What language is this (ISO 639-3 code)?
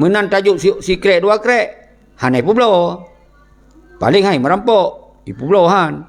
ace